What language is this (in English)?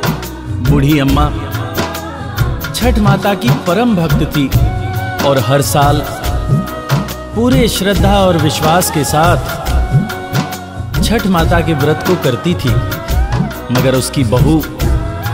Hindi